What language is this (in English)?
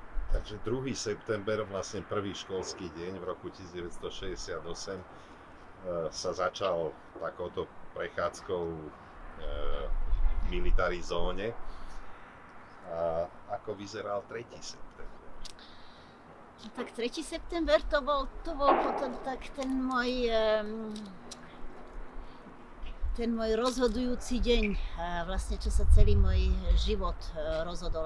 Slovak